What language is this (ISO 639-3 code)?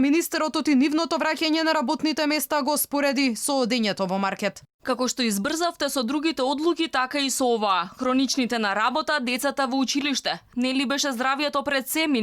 mkd